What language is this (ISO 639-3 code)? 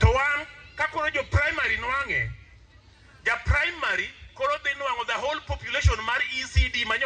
luo